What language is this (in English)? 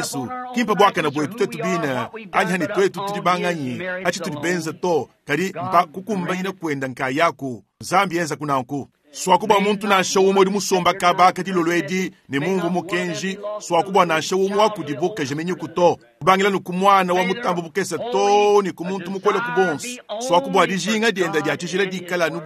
Luba-Lulua